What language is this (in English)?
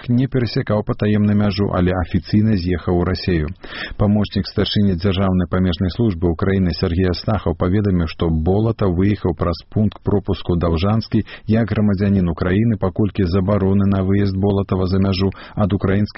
Belarusian